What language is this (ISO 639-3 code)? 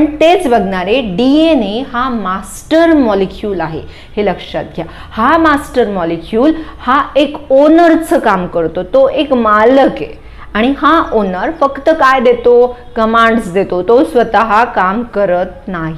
mar